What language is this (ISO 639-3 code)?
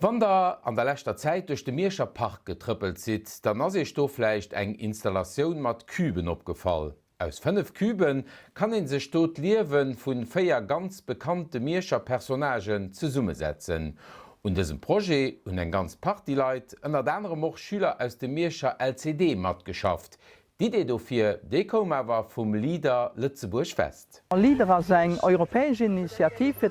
ltz